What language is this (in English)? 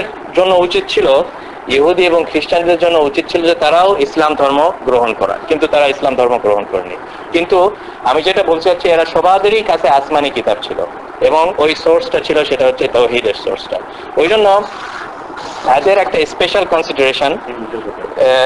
Bangla